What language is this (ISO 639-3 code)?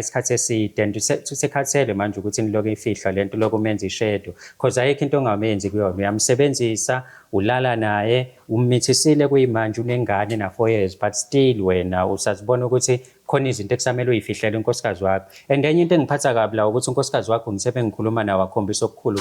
zul